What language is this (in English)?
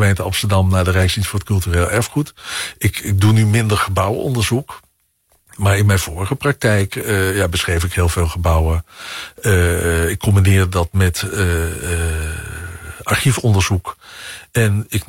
Dutch